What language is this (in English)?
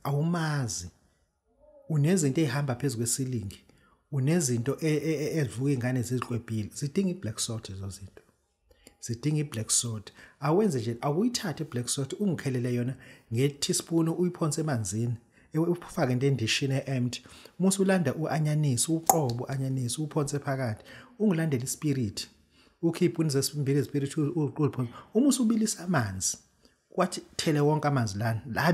Zulu